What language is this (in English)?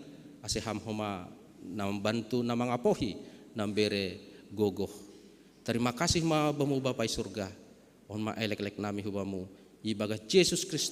Batak Simalungun